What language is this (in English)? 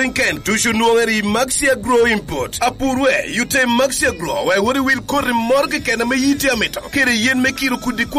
Lango (Uganda)